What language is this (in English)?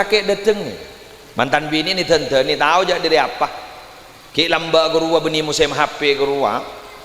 Madurese